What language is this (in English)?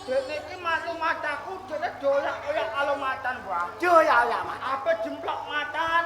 Javanese